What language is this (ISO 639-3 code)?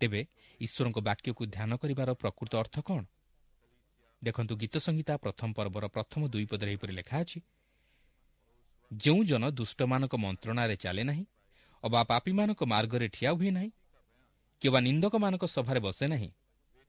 ori